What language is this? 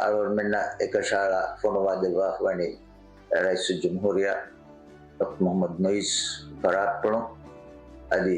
Divehi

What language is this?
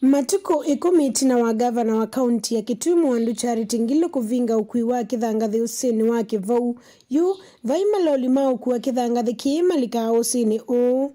Kamba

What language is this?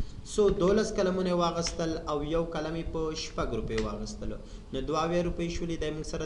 Pashto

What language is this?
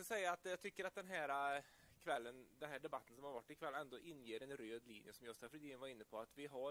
Swedish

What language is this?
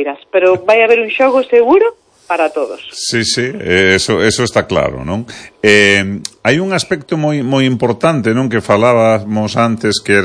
Galician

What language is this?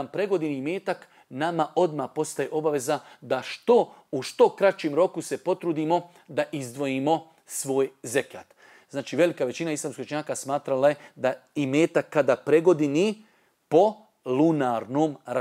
Bosnian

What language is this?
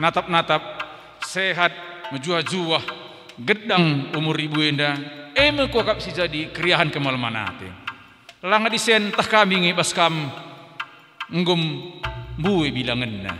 Batak Karo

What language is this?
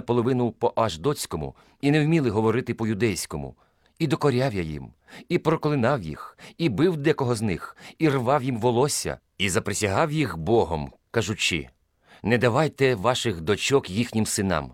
Ukrainian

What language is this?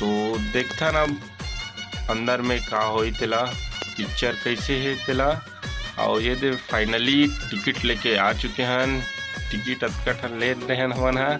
Chhattisgarhi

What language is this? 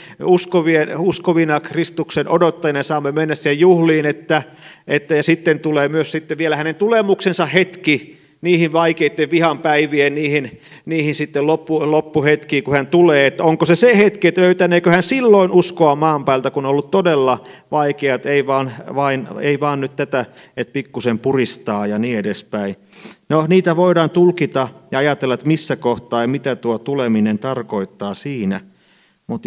Finnish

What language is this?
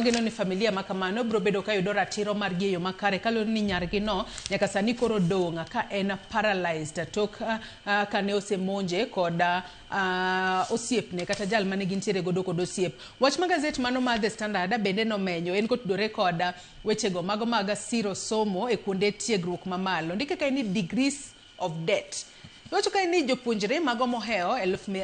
Luo (Kenya and Tanzania)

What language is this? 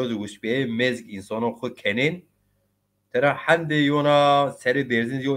Zaza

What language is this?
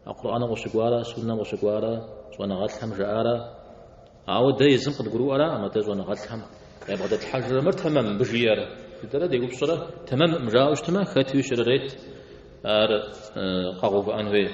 Kabardian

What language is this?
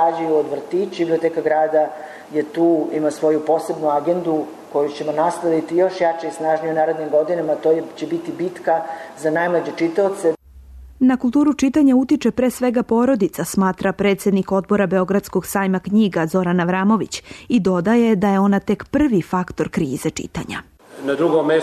Serbian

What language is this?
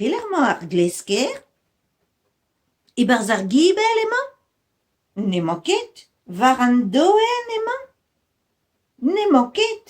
Breton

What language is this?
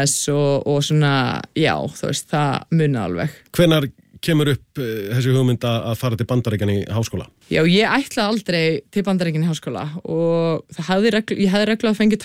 Icelandic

